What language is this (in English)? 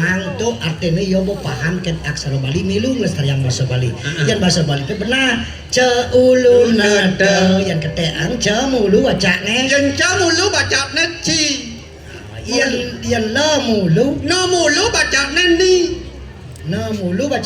Balinese